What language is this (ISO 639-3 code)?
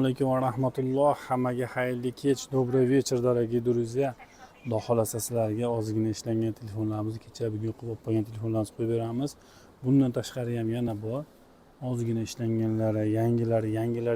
uzb